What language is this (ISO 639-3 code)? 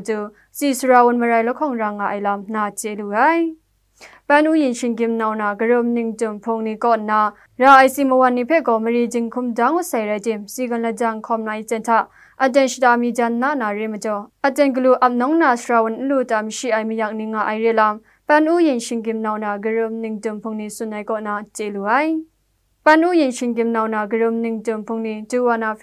kac